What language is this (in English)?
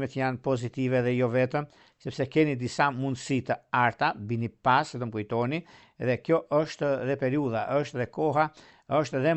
Albanian